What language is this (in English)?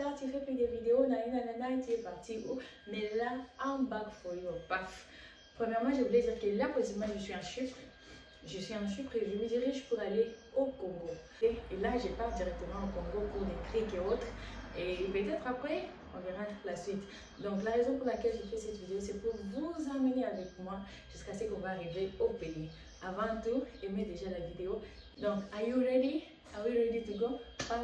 French